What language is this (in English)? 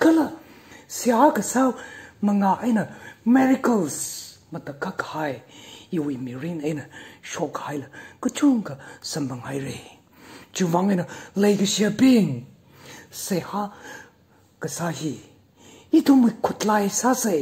Tangkhul Naga (India)